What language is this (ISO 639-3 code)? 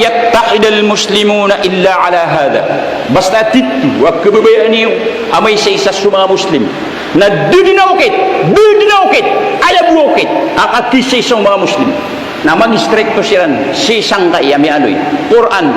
mrw